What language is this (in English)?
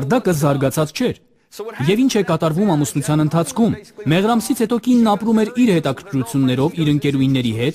Armenian